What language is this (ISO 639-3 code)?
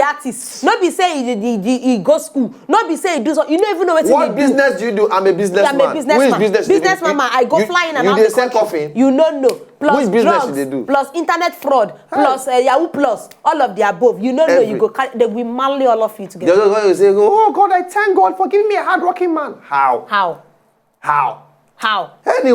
pcm